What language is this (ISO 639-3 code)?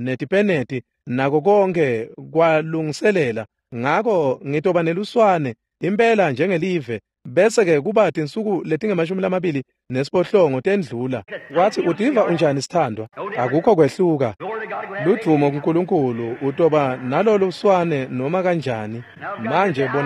ssw